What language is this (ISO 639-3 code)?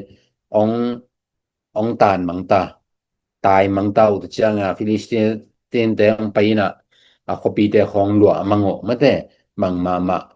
ctd